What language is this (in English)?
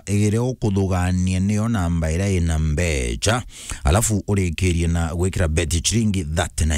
Meru